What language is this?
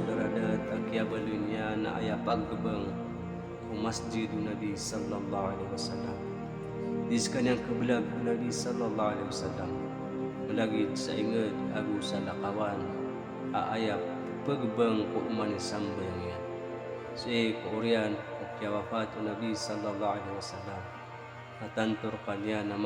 Maranao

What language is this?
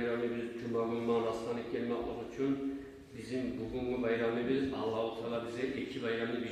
Kumyk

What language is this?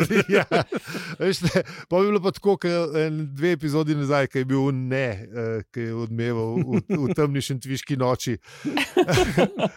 Slovenian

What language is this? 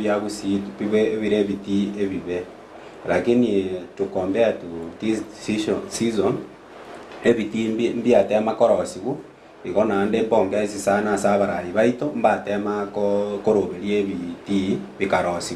Gusii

